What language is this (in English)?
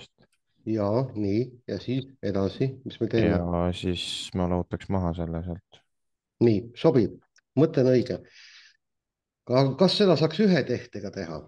Estonian